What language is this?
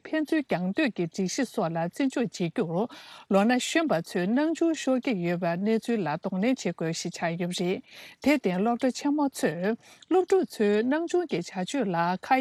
Tibetan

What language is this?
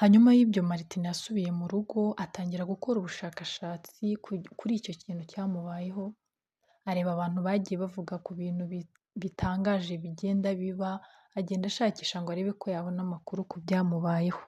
Kinyarwanda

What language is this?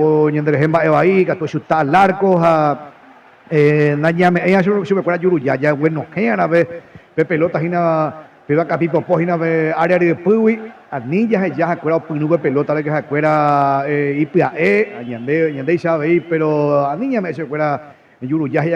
Guarani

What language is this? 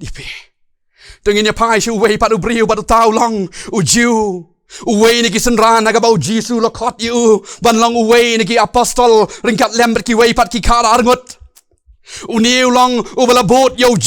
Khasi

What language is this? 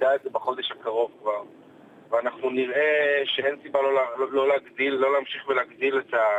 Hebrew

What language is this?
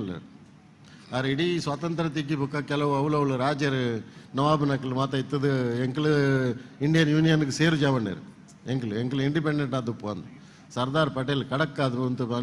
Tulu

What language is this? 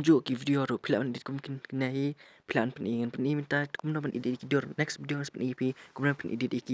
Khasi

